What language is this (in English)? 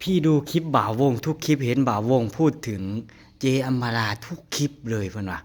Northeastern Thai